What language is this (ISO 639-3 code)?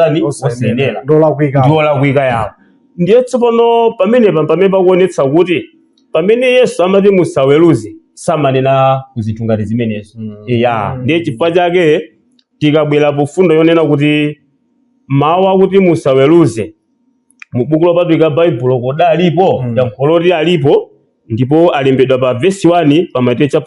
nya